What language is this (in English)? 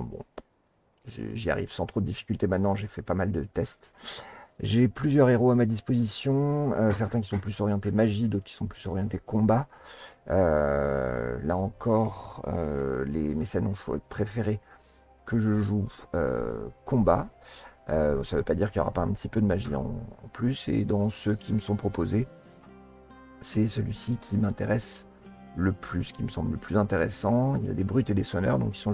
French